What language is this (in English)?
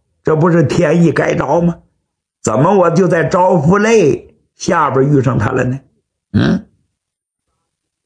Chinese